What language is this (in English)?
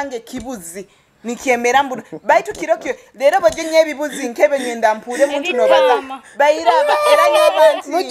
Nyoro